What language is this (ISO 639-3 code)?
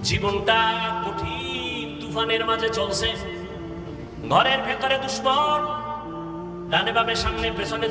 ben